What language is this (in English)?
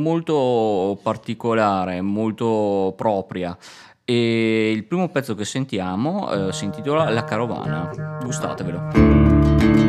Italian